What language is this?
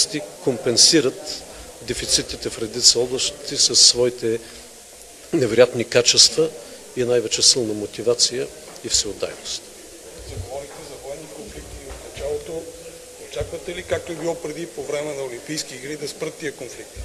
Bulgarian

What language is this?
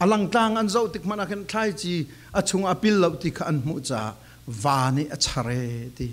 Falam Chin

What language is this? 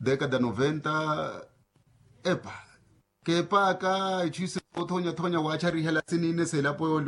Makhuwa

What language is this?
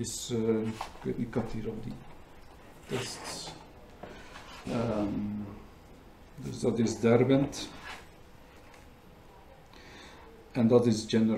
Dutch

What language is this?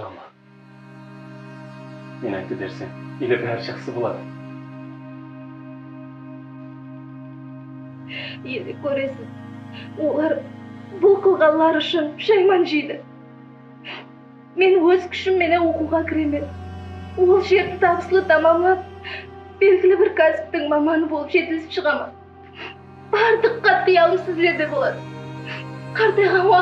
Kara-Kalpak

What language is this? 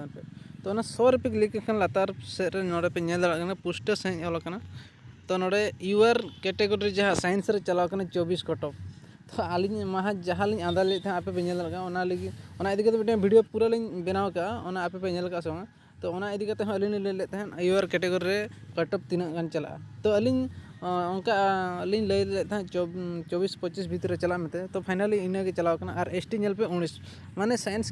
Santali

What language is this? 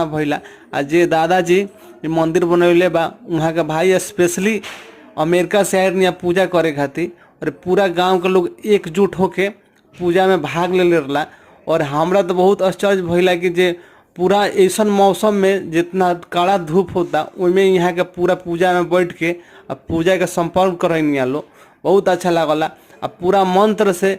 Bhojpuri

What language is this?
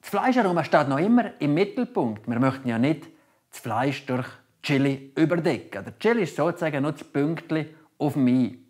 Swiss German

